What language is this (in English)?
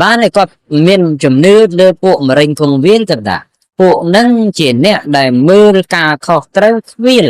Khmer